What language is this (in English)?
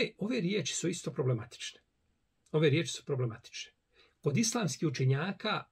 Bosnian